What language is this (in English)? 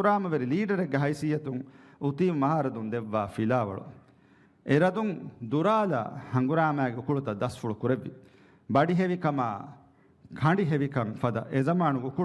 Divehi